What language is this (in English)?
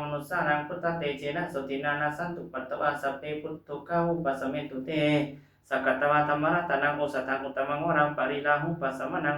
Pali